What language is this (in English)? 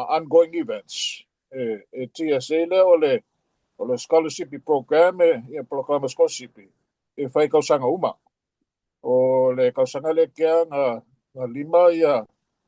Samoan